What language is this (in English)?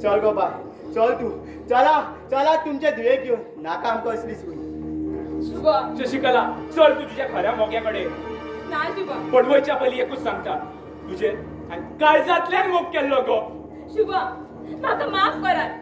Konkani